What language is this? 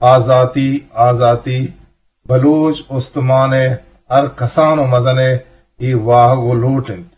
Eastern Balochi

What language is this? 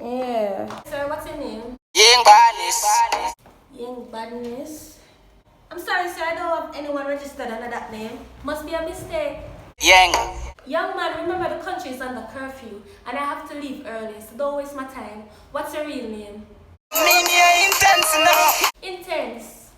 Jamaican Creole English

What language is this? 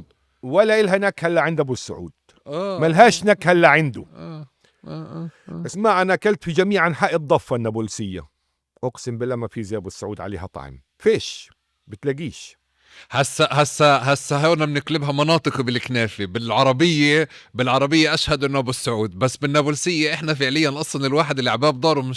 North Levantine Arabic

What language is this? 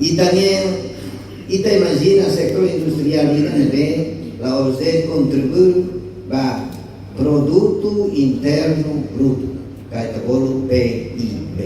Tetum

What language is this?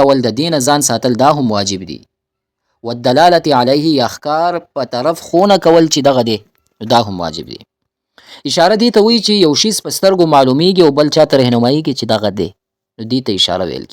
Pashto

